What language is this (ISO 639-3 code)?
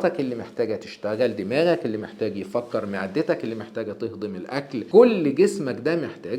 arz